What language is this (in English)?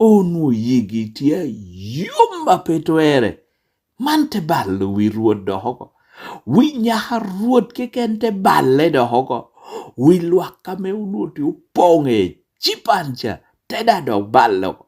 Lango (Uganda)